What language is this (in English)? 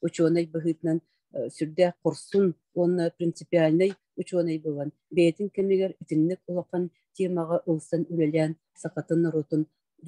Yakut